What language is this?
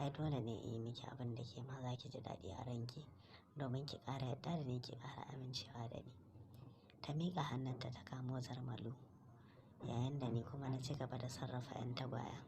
Hausa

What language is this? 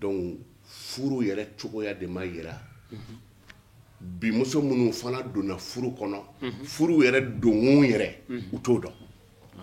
Bambara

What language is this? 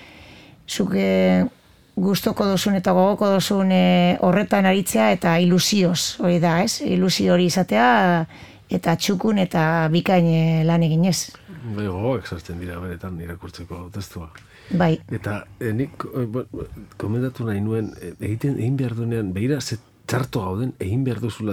Basque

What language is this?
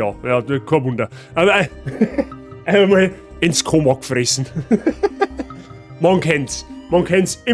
Bavarian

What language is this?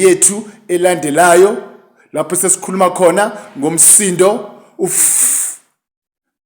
Zulu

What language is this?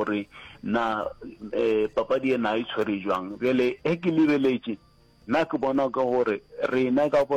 Northern Sotho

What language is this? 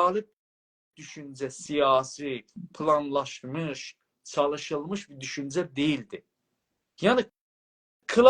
South Azerbaijani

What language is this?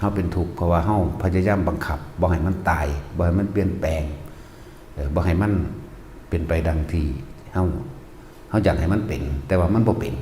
Northeastern Thai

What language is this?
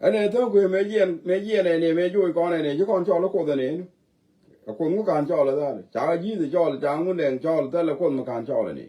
Nuer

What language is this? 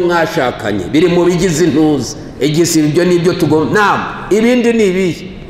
Kinyarwanda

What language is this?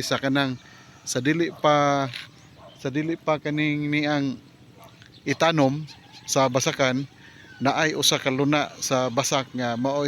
Cebuano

